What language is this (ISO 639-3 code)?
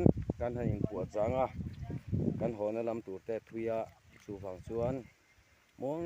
lus